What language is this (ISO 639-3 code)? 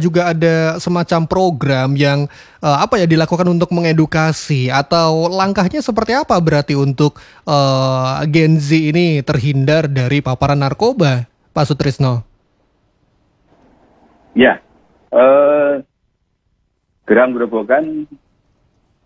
ind